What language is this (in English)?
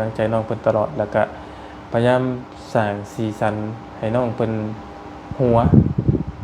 Lao